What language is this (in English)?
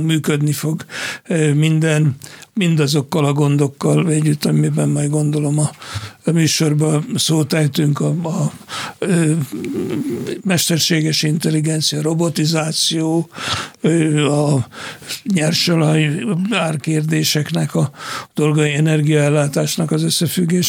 Hungarian